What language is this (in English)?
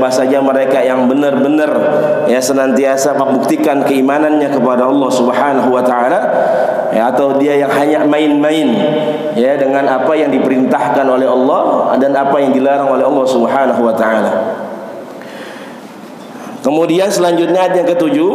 Indonesian